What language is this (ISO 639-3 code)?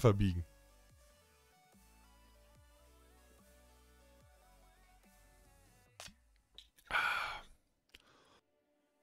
deu